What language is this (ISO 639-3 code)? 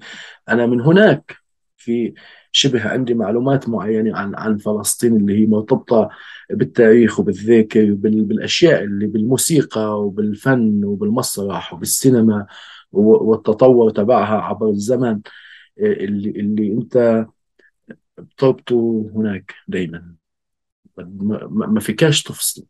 apc